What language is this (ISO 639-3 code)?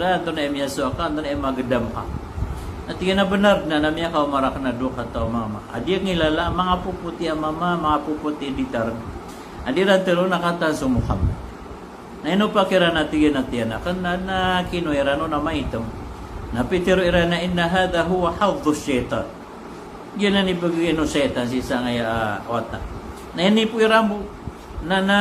mrw